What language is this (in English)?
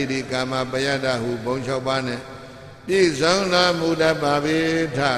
Burmese